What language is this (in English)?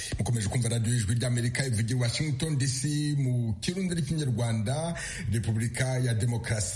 Kinyarwanda